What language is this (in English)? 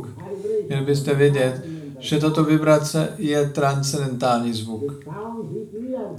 Czech